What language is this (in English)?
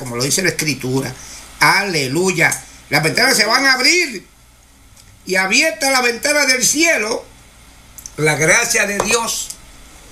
Spanish